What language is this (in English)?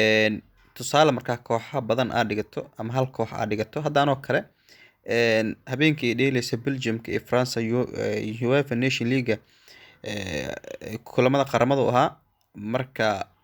Somali